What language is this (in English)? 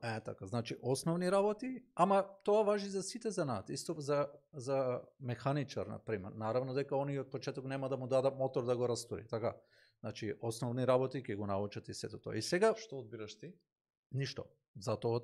Macedonian